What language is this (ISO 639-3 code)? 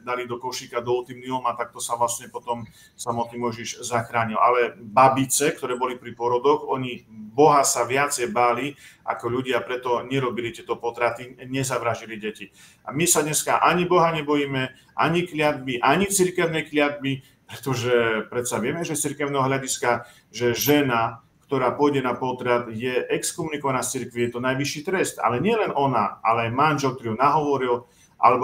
slk